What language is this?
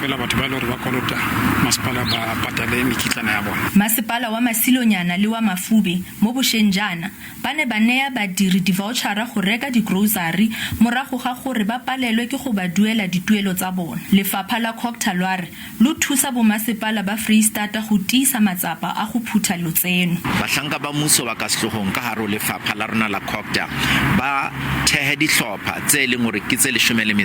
Tswana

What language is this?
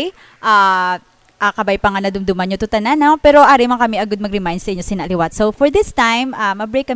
Hiligaynon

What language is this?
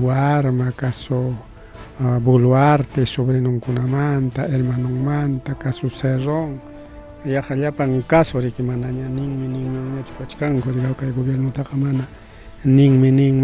Ayacucho Quechua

